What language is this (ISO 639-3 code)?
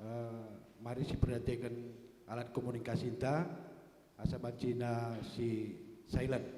btx